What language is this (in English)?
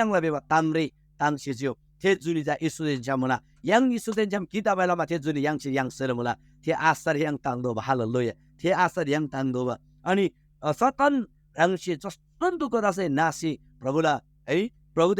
Eastern Tamang